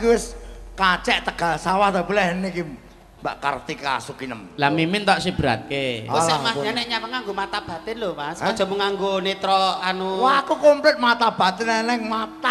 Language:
Javanese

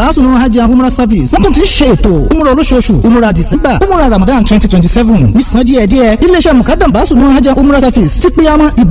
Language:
Yoruba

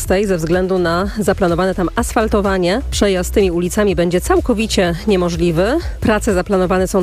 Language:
Polish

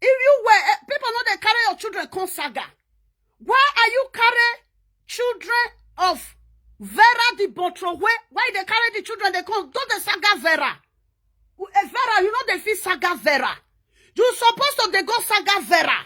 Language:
Nigerian Pidgin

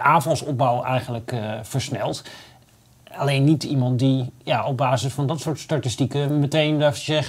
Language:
Dutch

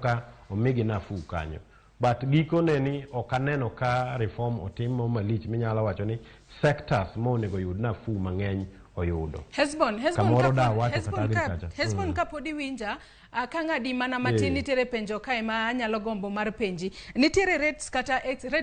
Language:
Luo (Kenya and Tanzania)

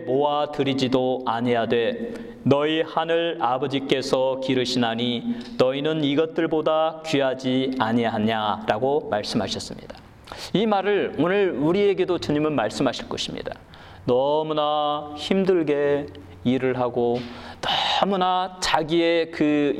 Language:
Korean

